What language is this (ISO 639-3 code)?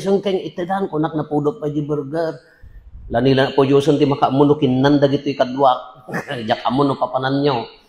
ilo